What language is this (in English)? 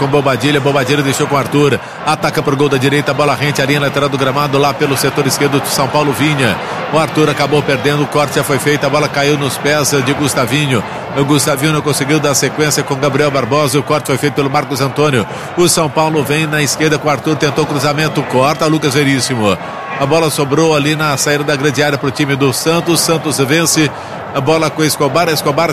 Portuguese